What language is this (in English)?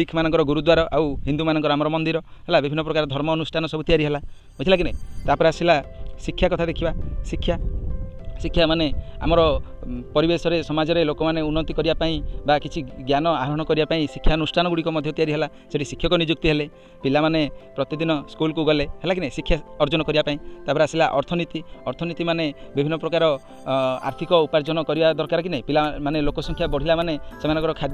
Odia